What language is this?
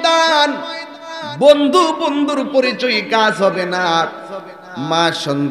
Bangla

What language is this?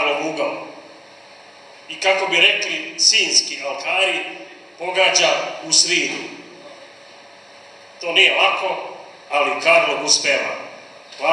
Serbian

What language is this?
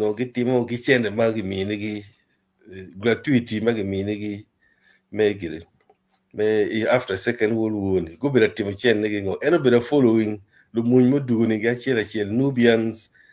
Acoli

